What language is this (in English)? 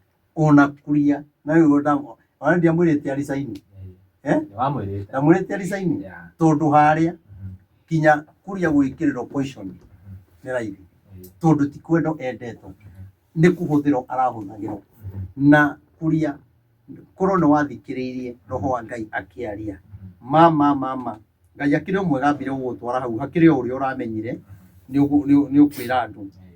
Kikuyu